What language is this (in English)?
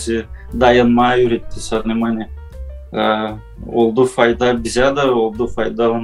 Gagauz